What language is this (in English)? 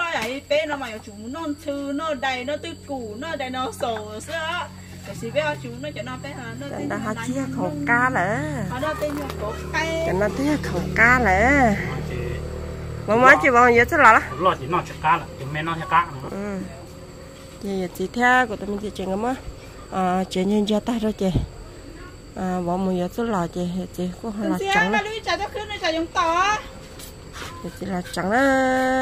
Vietnamese